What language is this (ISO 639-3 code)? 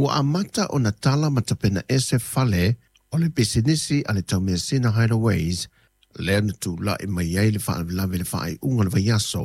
smo